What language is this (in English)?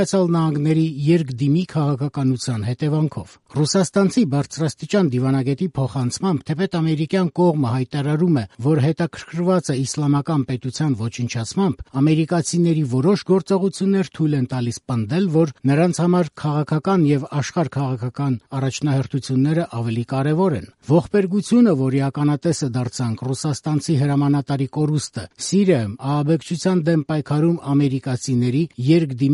Armenian